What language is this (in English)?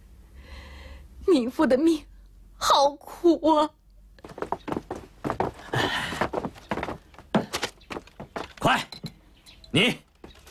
Chinese